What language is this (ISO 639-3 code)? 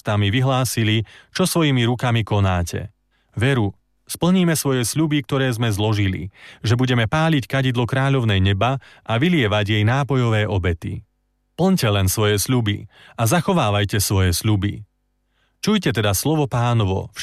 slk